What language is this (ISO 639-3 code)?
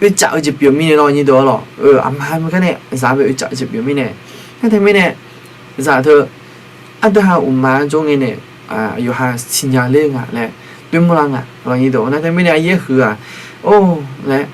ahk